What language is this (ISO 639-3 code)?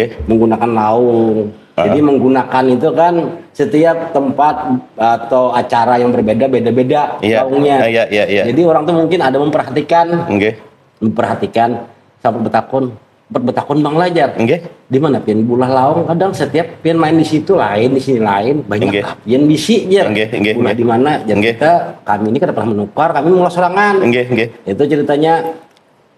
bjn